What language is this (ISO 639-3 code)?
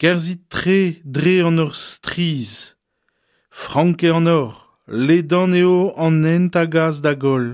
bre